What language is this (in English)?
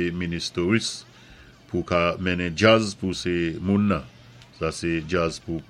Saint Lucian Creole French